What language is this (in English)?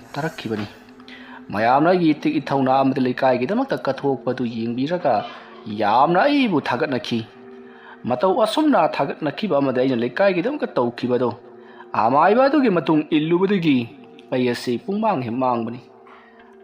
Manipuri